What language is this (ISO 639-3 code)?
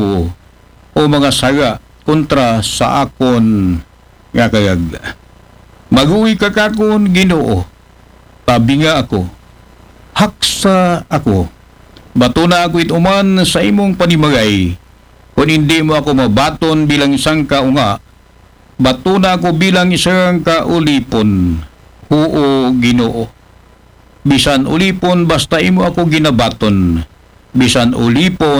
akl